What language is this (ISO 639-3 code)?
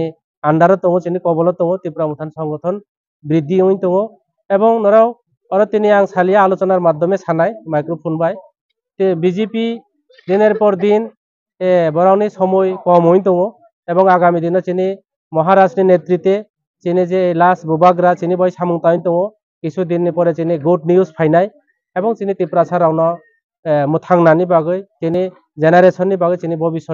trp